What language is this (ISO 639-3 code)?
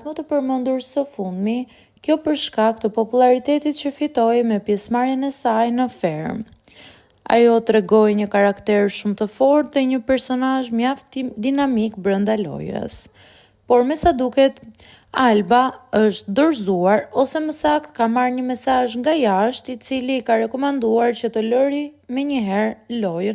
sqi